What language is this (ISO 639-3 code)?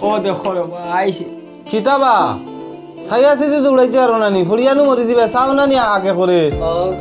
syl